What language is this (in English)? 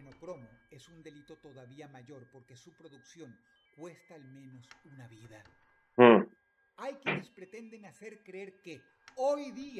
Spanish